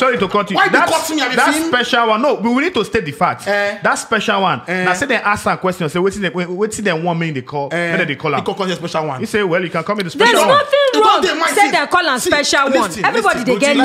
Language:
Nigerian Pidgin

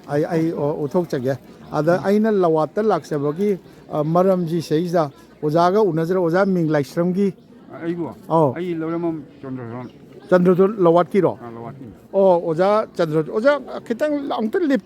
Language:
Manipuri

